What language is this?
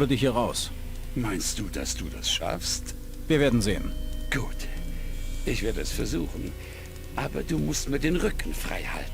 Bavarian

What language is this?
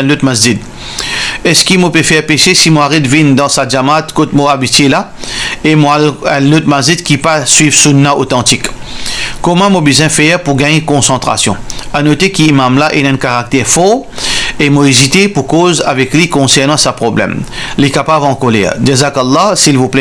Morisyen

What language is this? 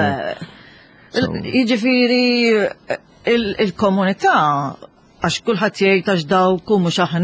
Maltese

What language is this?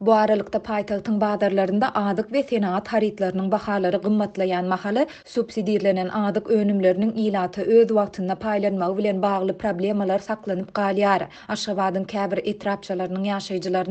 Turkmen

